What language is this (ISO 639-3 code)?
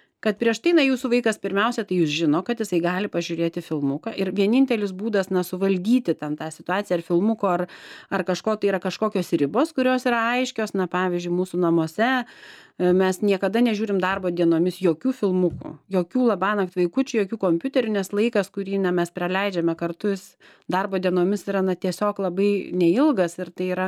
lit